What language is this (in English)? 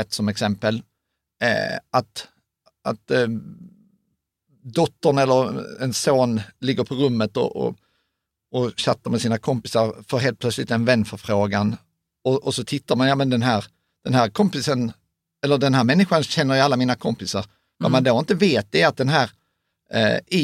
Swedish